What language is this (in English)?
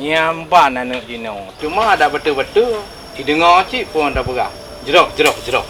Achinese